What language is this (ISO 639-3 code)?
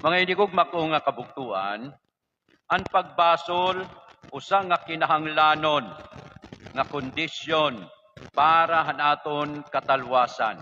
war